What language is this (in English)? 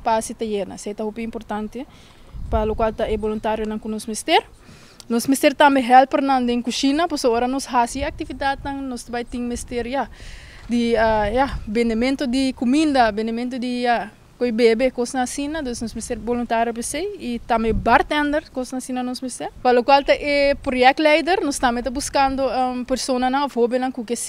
Papiamento